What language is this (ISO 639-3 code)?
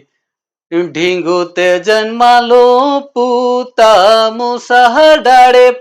sck